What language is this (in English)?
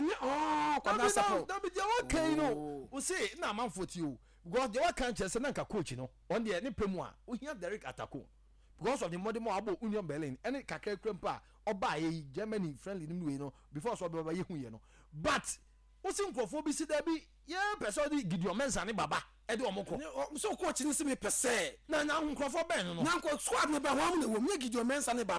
Akan